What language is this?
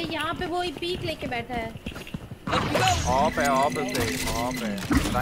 Hindi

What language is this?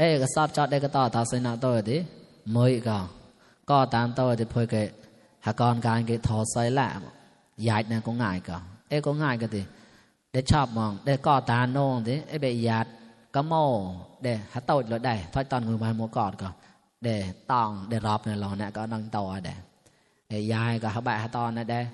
Mon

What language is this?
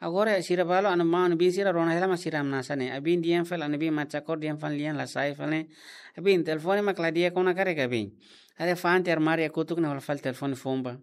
Tetum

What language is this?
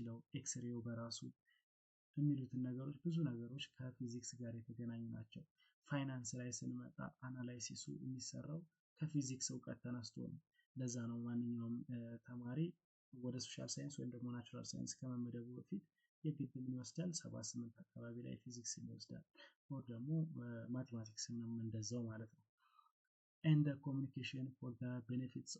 Amharic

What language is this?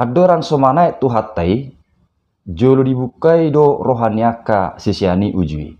Batak Toba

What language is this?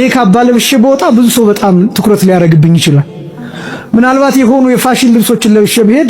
Amharic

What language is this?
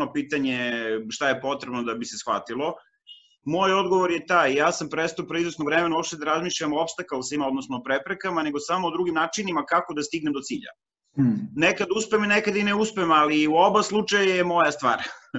Serbian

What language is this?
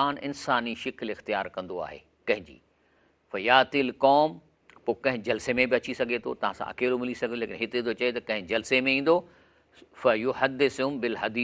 Sindhi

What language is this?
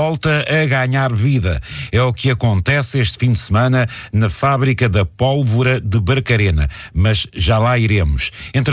Portuguese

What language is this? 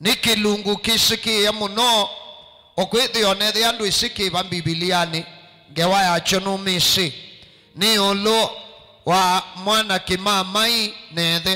Kamba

